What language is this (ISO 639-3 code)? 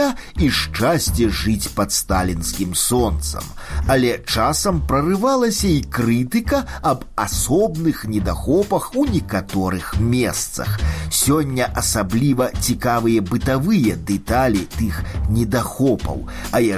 bel